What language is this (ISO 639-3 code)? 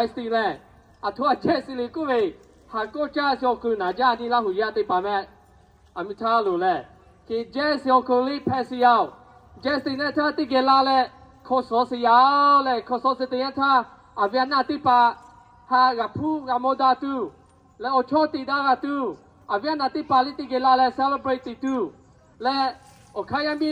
lhu